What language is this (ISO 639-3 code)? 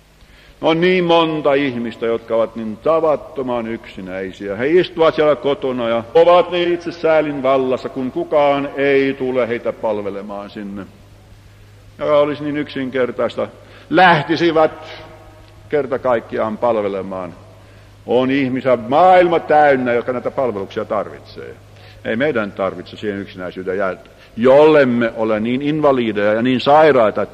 fin